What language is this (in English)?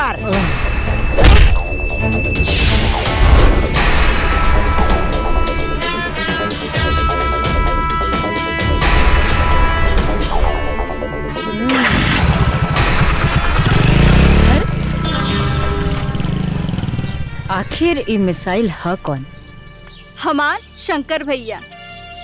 Bhojpuri